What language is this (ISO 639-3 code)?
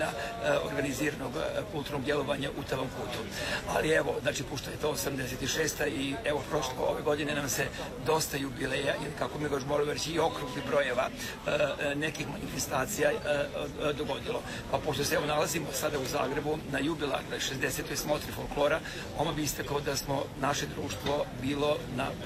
hrv